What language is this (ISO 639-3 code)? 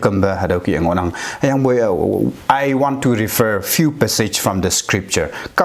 nbe